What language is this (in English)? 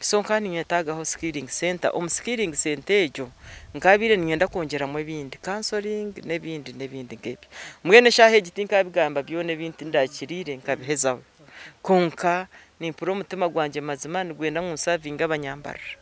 Nyankole